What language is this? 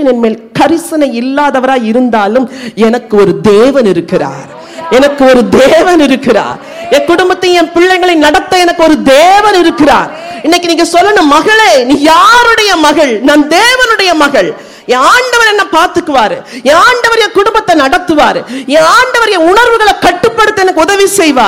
Tamil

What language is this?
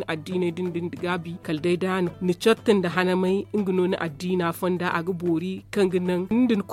Zarma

